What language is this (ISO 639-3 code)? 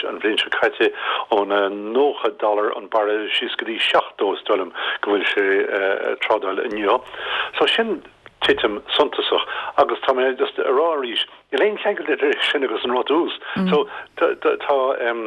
gle